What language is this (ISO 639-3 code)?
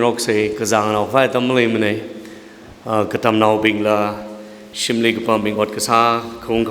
nmf